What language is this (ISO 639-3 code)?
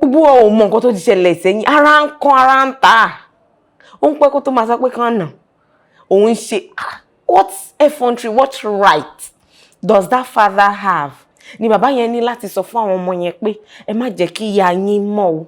yor